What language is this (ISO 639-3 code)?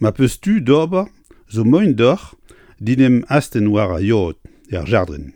bre